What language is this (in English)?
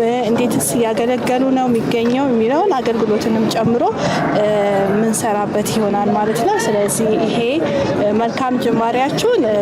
Amharic